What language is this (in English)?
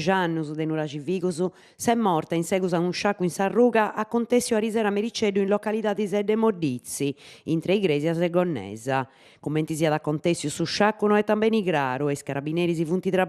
Sardinian